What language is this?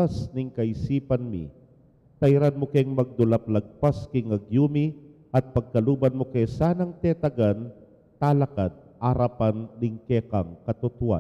Pampanga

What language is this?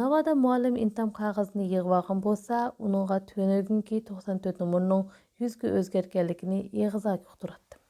Uyghur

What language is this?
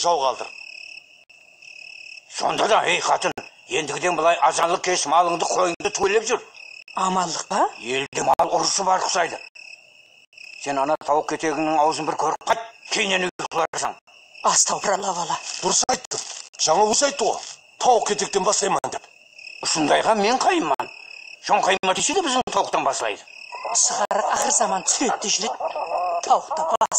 Kazakh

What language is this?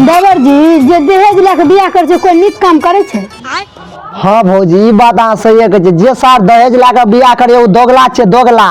Maithili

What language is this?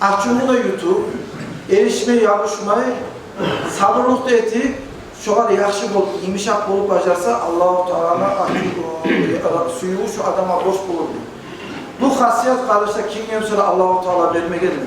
Kumyk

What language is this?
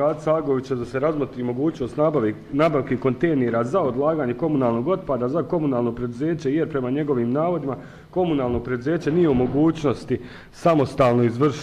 Bosnian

